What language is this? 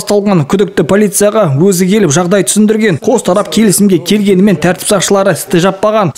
Kazakh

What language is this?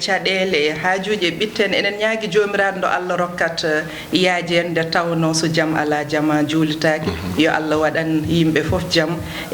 Fula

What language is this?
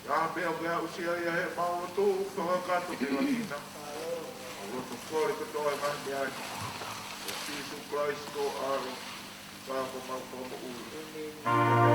Tongan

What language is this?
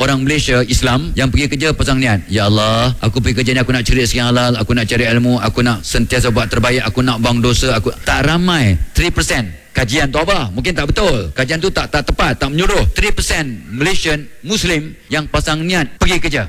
Malay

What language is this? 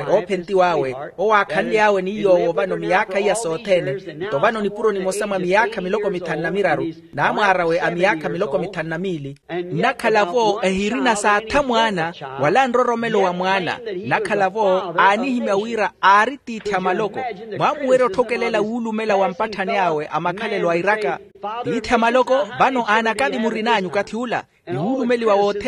Makhuwa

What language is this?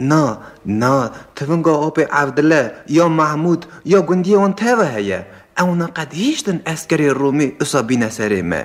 Kurdish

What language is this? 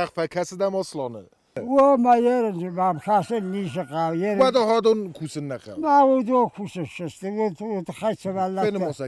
Ossetic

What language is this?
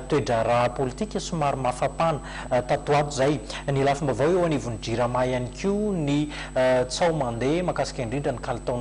Malagasy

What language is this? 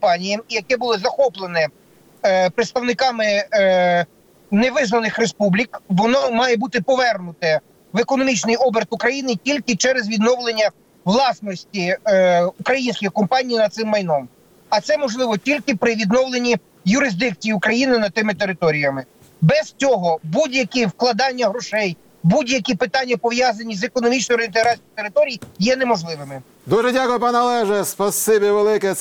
Ukrainian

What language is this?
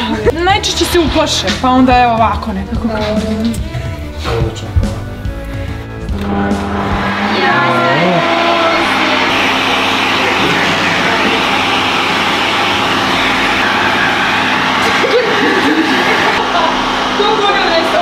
Croatian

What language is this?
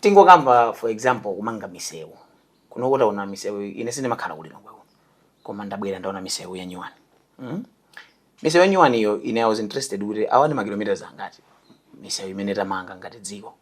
Nyanja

